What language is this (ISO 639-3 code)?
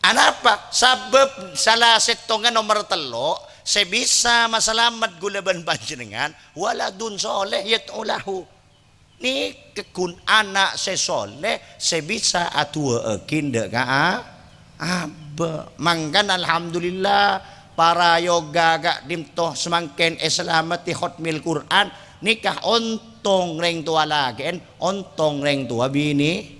mad